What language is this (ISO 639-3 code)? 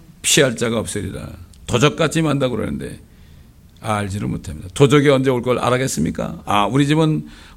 kor